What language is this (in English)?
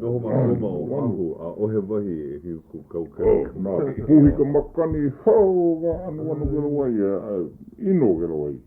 Hawaiian